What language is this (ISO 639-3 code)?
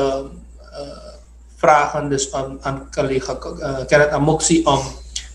nld